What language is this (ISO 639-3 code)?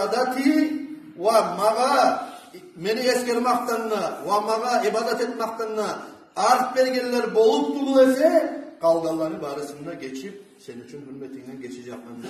kum